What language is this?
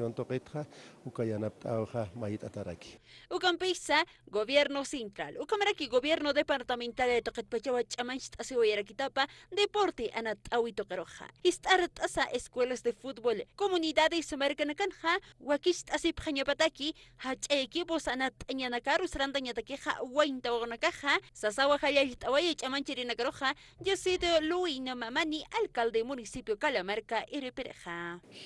Aymara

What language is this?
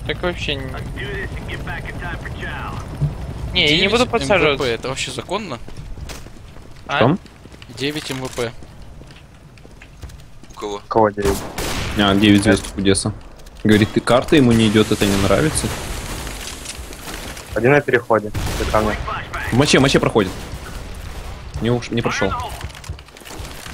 Russian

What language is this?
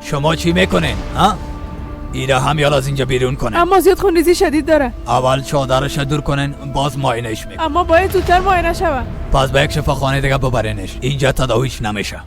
Persian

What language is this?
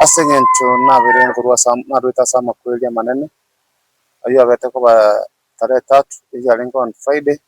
Gusii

